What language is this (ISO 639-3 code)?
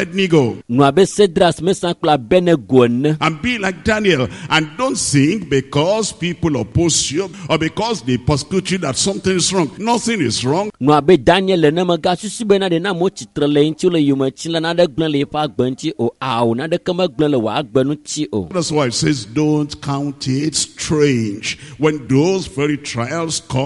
ewe